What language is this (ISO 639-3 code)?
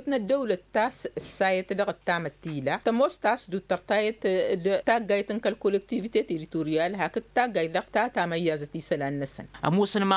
taq